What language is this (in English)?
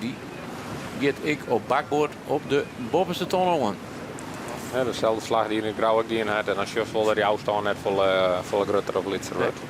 Western Frisian